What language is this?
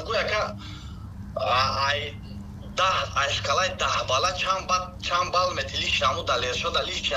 Tajik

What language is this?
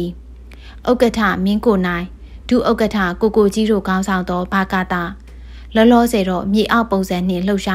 Burmese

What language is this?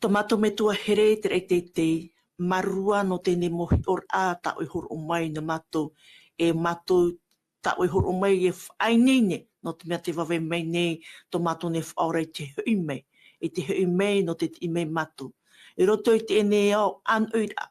Tahitian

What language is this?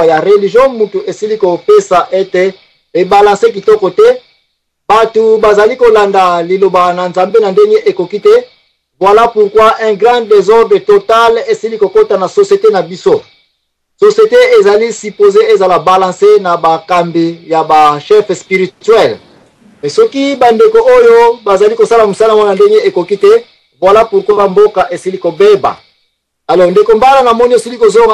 Lingala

